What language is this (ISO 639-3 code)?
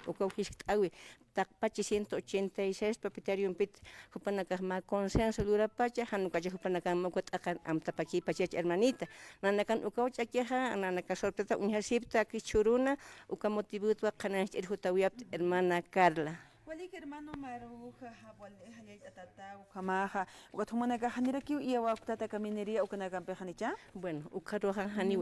aym